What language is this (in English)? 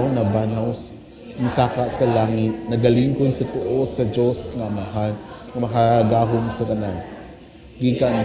Cebuano